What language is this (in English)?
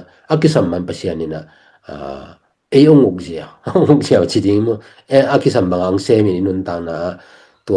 Tedim Chin